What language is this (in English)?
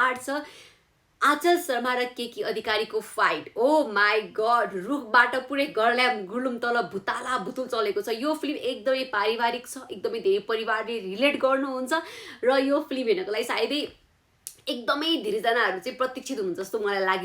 Nepali